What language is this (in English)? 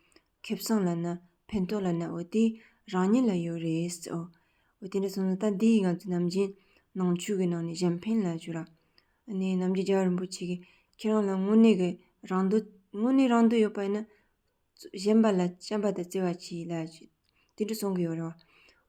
Tibetan